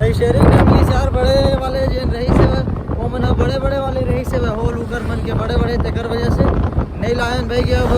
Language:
Chhattisgarhi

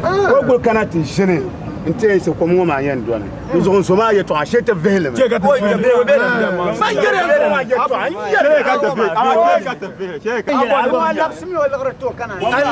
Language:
Dagbani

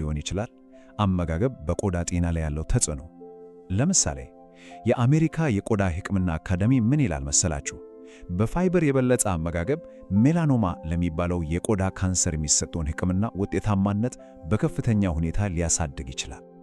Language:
Amharic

